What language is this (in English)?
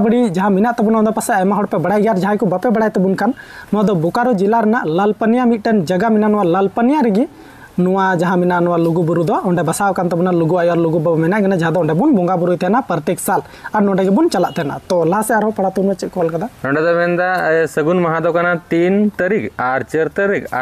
Santali